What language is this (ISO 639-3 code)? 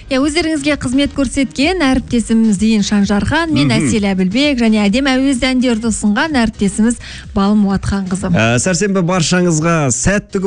kaz